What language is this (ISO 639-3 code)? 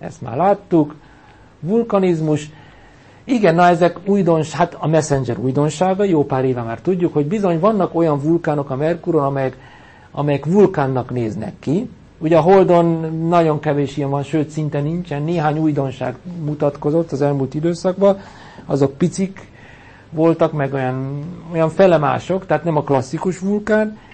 hun